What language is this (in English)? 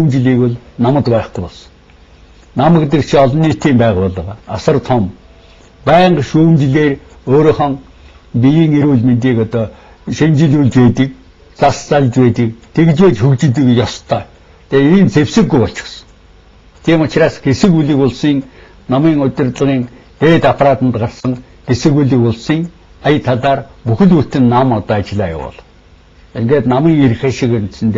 Mongolian